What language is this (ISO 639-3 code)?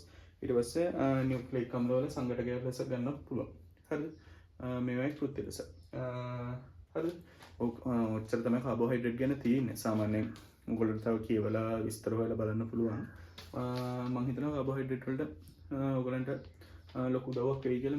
sin